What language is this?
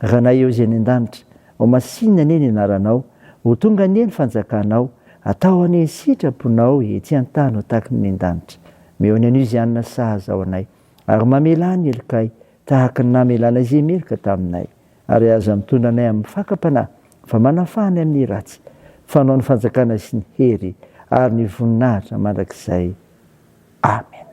Malagasy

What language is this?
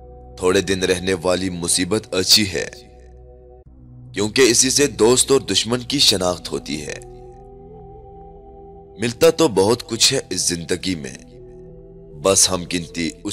Urdu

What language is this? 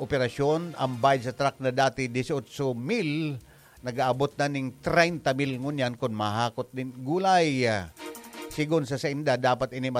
Bikol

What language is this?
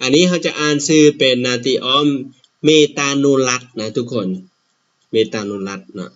Lao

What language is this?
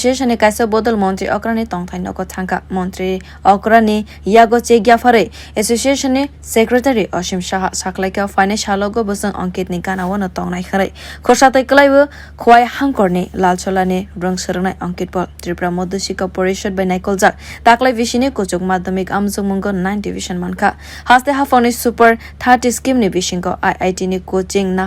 Kok Borok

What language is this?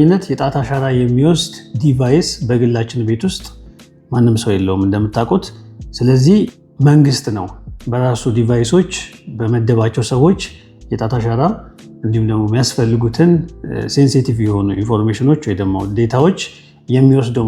Amharic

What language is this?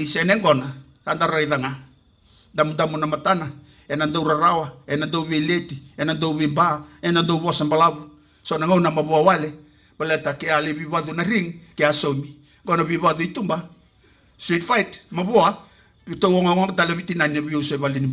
Fijian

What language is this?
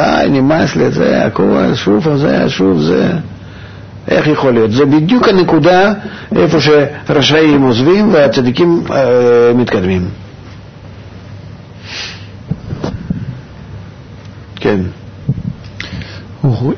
Hebrew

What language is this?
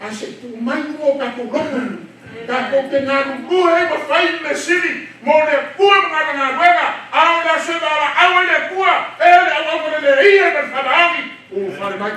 Samoan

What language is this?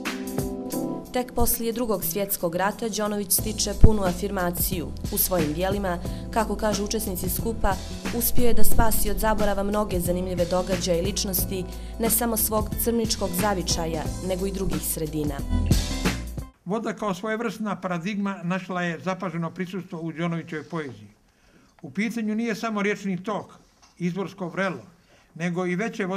Serbian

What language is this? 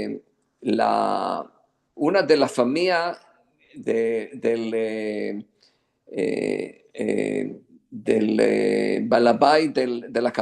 Ladino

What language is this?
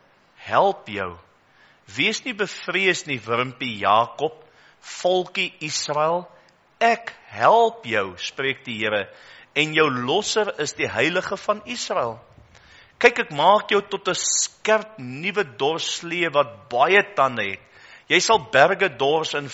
Afrikaans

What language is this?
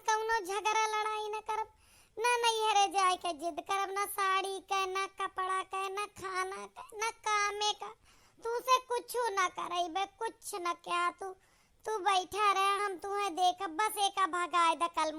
Awadhi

